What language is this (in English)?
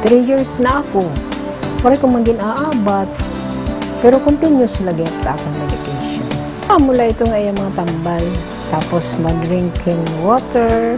Waray